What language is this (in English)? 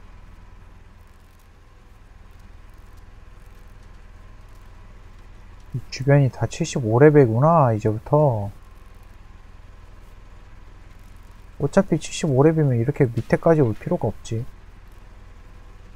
Korean